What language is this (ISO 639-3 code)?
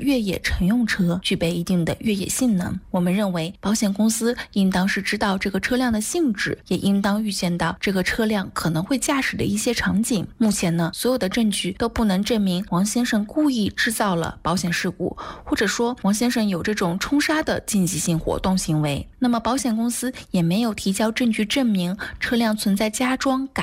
zho